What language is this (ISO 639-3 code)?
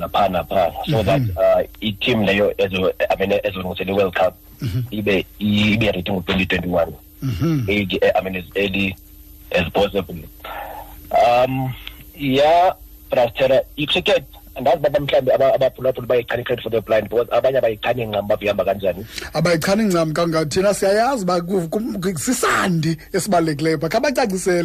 xho